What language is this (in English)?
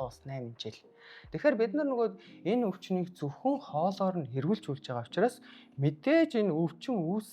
Mongolian